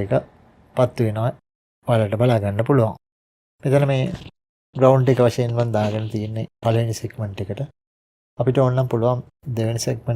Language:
Sinhala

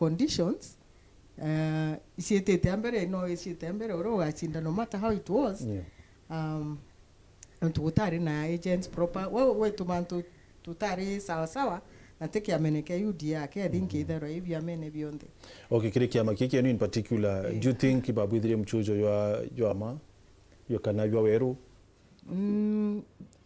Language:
Meru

